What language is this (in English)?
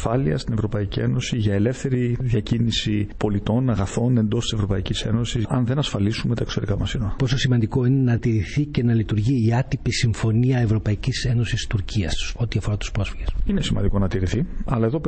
Greek